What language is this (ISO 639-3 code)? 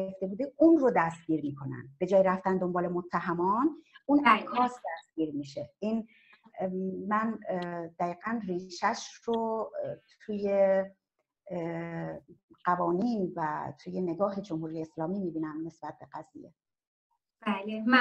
fas